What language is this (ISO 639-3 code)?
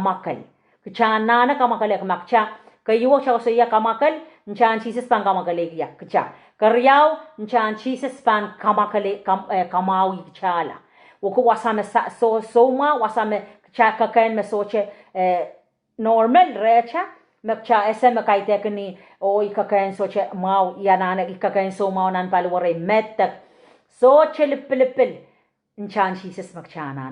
pon